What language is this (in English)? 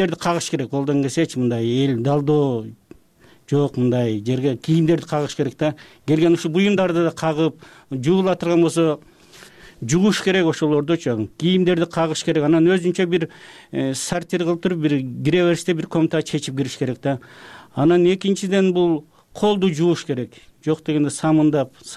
Kyrgyz